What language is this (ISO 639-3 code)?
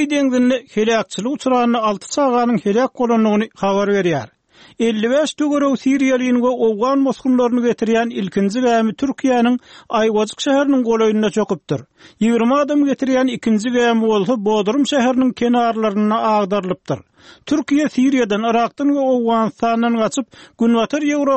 tuk